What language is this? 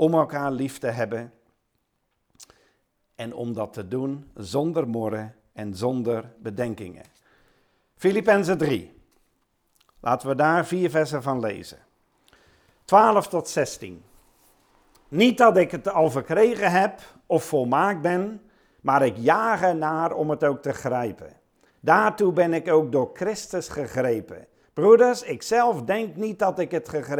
Dutch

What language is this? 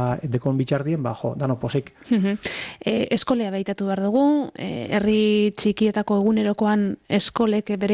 Basque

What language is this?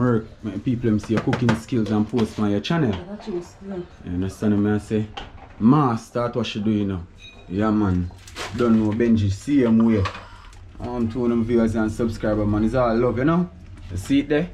Jamaican Creole English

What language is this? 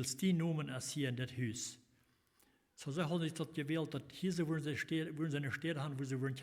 Plautdietsch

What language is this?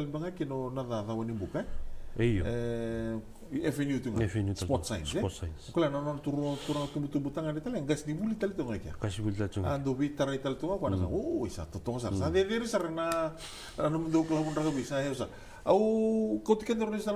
Fijian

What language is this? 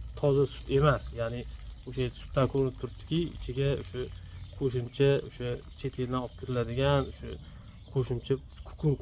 Uzbek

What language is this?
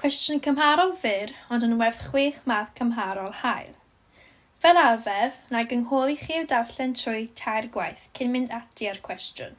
Welsh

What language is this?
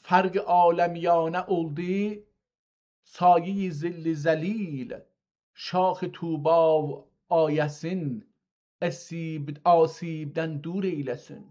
South Azerbaijani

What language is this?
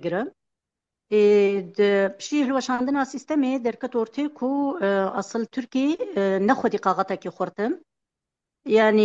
Kurdish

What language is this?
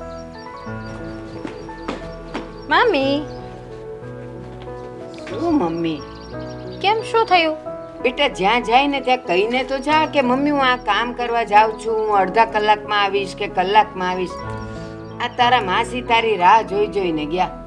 Gujarati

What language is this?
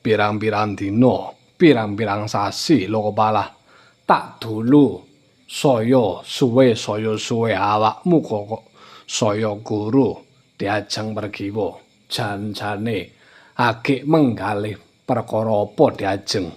Javanese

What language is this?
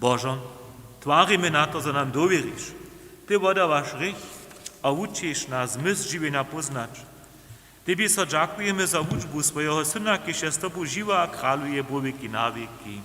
Upper Sorbian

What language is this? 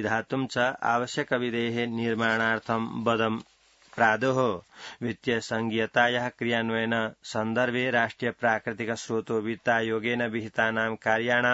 Sanskrit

